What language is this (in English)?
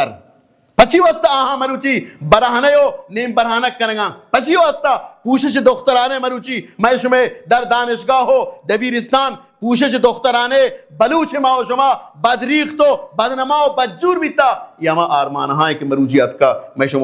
Baluchi